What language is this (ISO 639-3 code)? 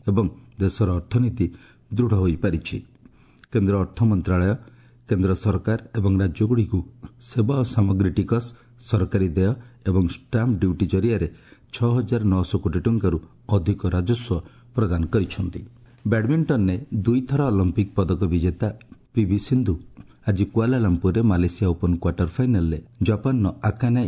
ori